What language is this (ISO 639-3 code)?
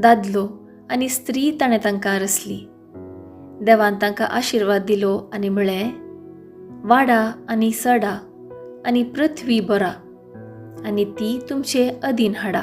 kok